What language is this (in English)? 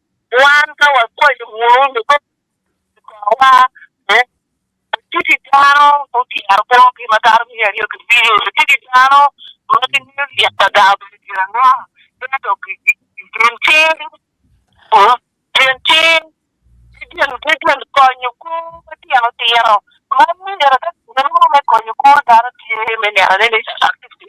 Acoli